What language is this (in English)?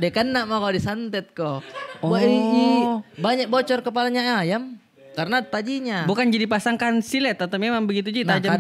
Makassar Malay